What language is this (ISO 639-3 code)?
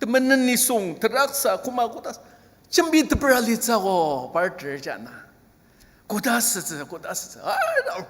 njo